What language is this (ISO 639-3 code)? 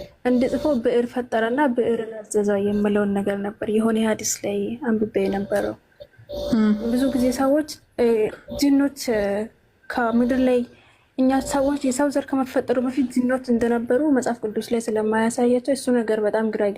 amh